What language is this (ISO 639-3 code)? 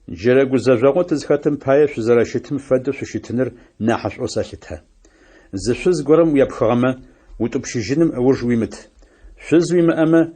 ady